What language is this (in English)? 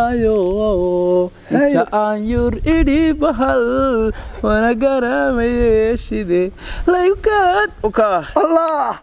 Somali